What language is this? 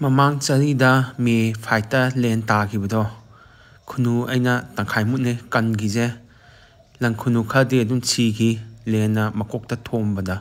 Manipuri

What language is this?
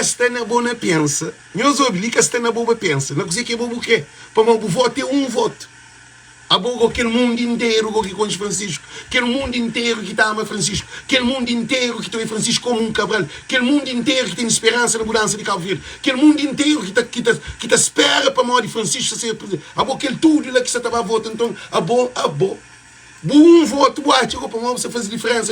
Kabuverdianu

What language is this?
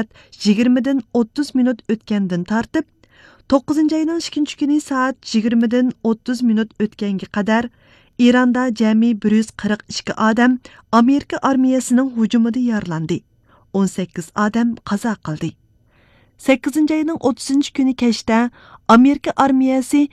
Uyghur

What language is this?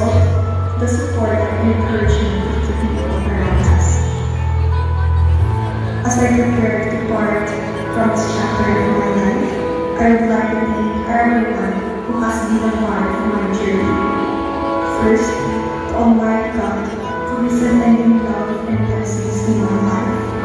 English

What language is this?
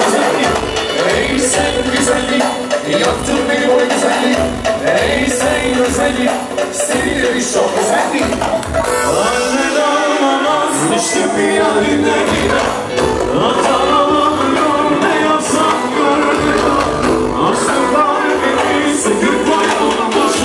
Turkish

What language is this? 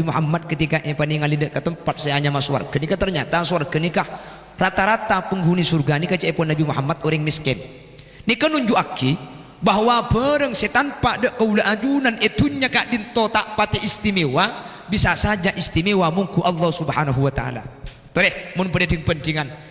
Madurese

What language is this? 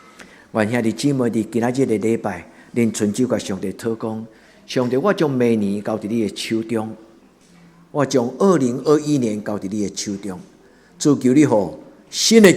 Min Nan Chinese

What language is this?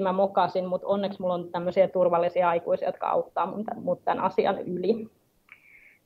Finnish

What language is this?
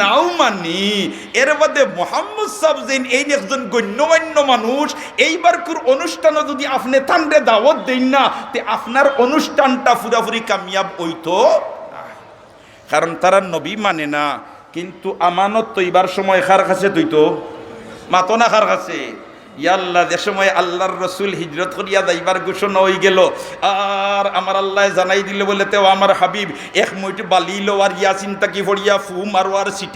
Sylheti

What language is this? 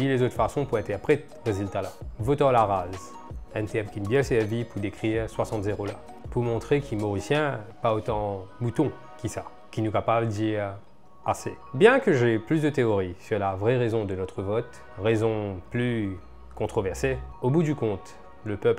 Morisyen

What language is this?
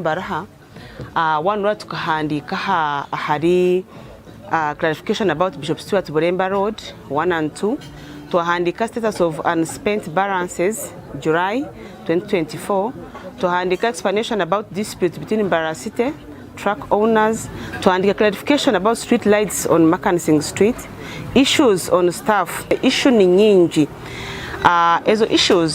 Nyankole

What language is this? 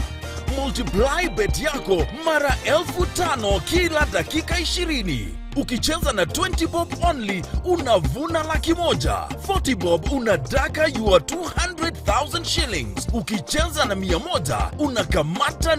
Meru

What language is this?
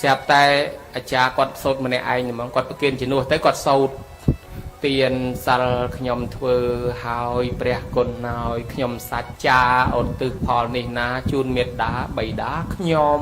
Khmer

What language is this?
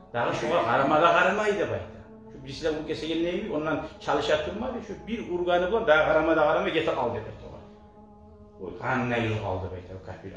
Kumyk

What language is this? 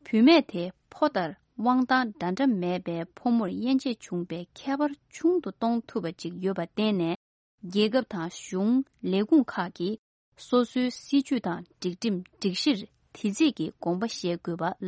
Tibetan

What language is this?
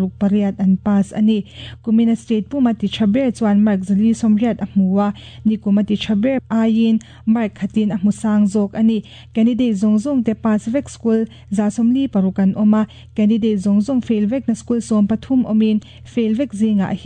Mizo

